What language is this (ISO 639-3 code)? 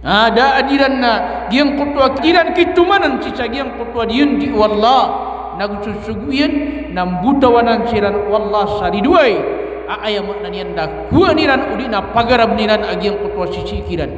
mrw